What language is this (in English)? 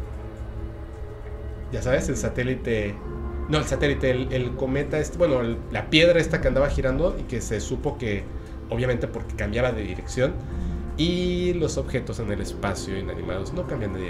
Spanish